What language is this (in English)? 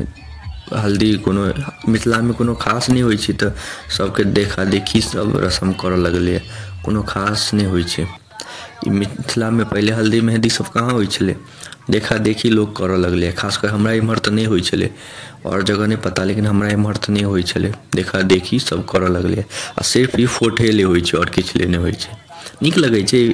Maithili